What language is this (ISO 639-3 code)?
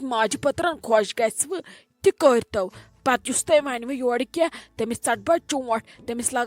kas